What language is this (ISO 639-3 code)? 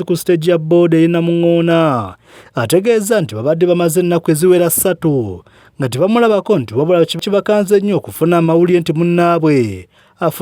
lug